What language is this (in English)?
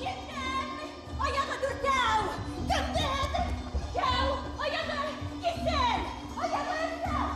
Bashkir